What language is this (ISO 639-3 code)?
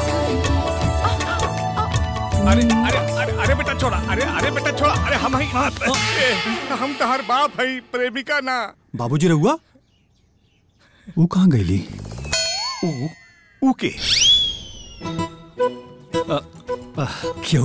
bho